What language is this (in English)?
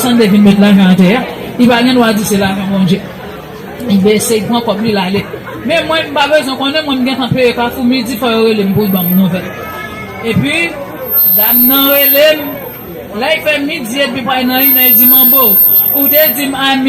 Haitian Creole